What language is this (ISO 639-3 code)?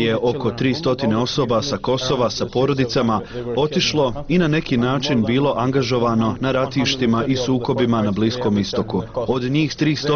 bos